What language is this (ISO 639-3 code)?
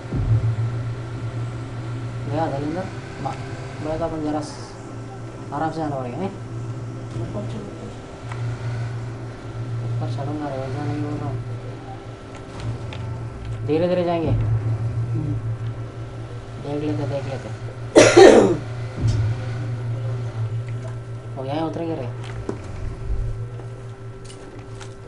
hin